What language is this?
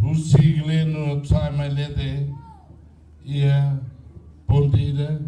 Tetum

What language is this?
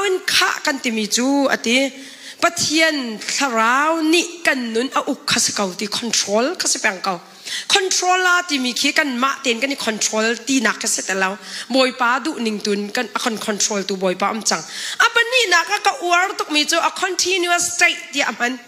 Hakha Chin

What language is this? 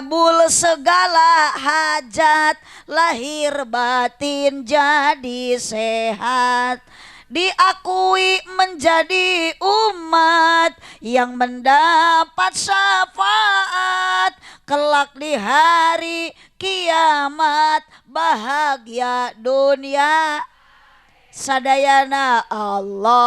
Sundanese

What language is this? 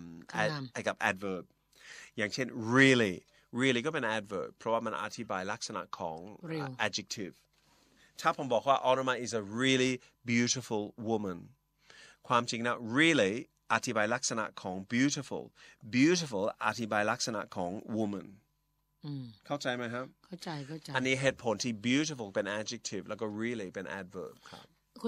Thai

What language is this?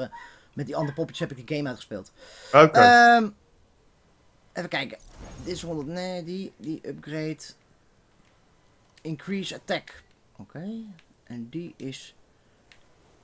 Dutch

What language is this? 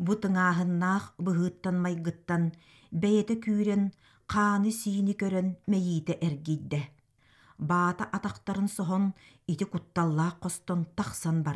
Yakut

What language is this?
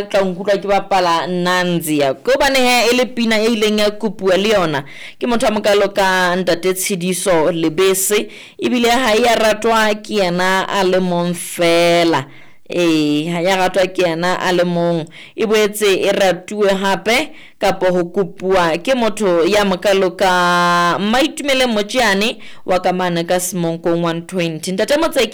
Southern Sotho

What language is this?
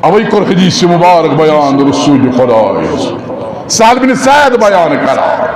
Kashmiri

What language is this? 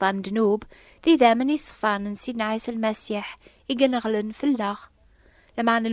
Kabyle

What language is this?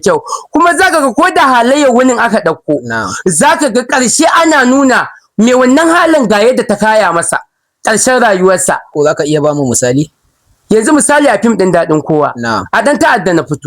Hausa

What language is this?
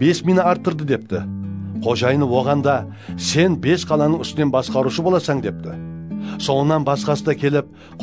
Kara-Kalpak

